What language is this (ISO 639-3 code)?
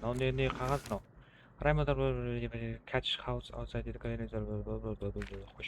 kaa